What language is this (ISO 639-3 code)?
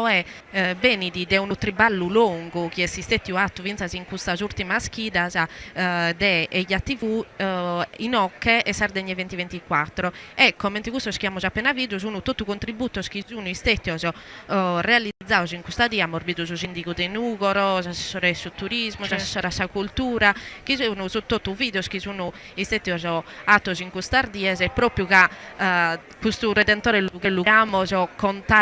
srd